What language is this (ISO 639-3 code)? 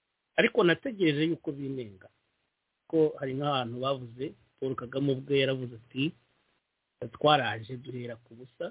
kin